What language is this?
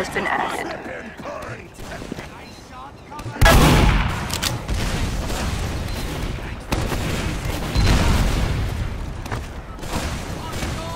English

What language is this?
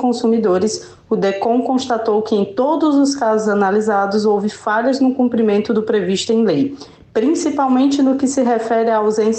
Portuguese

